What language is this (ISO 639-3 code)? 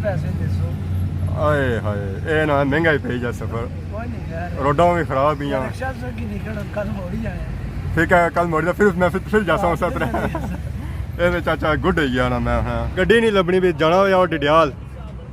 phr